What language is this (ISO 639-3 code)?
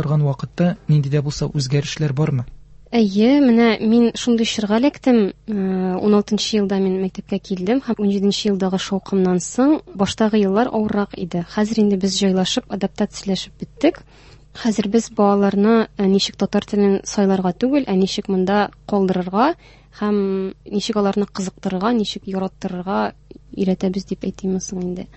tat